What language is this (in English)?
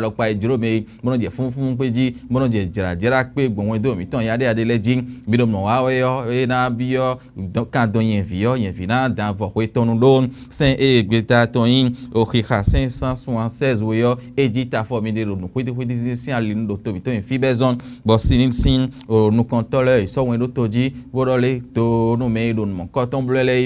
Fon